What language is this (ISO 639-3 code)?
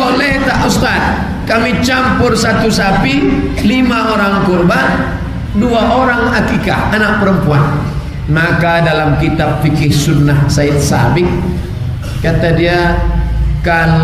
ind